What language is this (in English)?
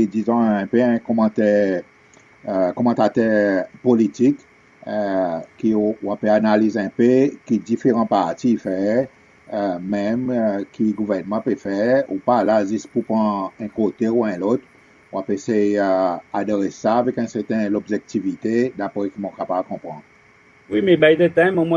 Seselwa Creole French